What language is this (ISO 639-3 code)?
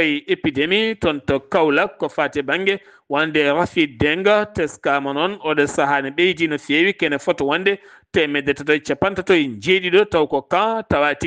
ful